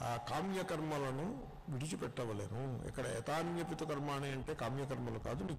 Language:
Telugu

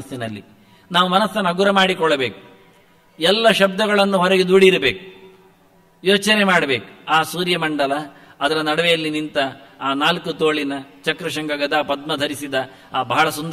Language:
Kannada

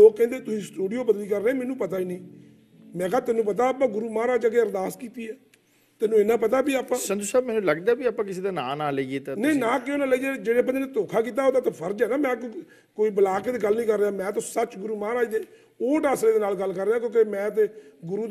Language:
Punjabi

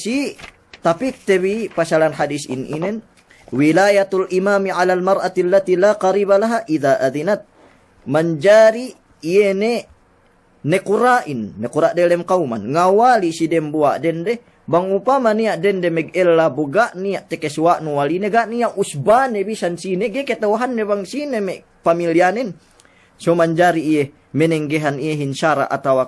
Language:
Yakan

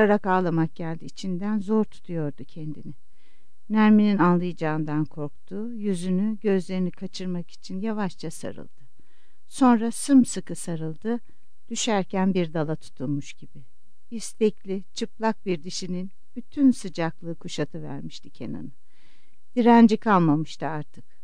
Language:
Turkish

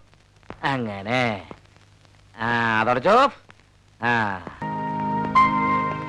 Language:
Malayalam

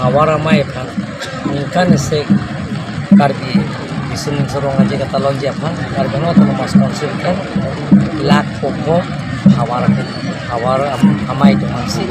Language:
Karbi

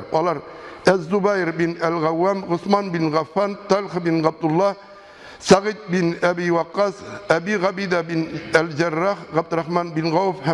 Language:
Tatar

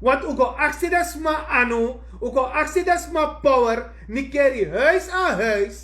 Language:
Sranan Tongo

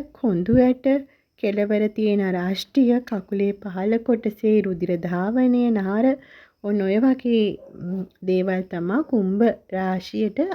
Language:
Sinhala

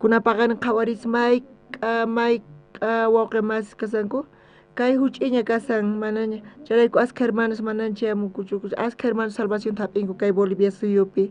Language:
South Bolivian Quechua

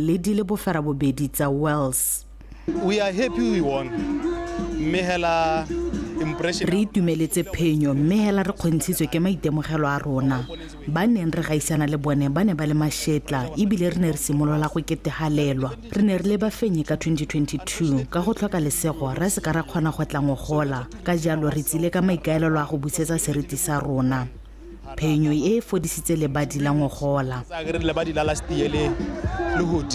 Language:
Tswana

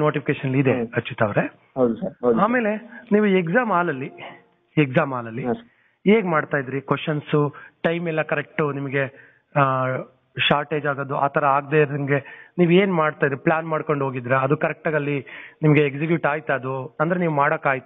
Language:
Kannada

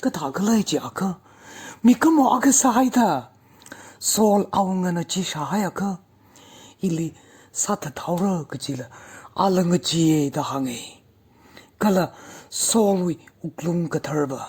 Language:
Tangkhul Naga (India)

